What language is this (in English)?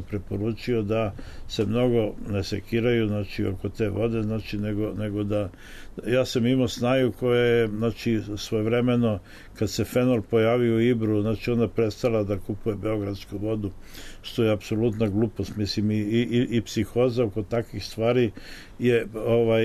Serbian